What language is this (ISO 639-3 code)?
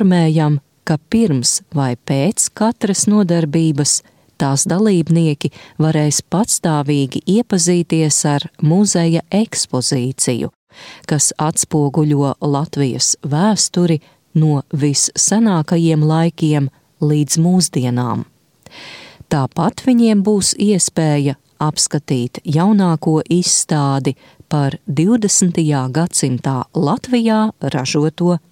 lav